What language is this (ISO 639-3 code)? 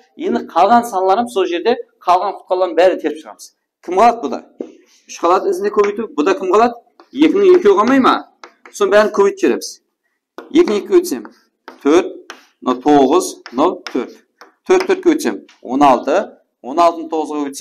kaa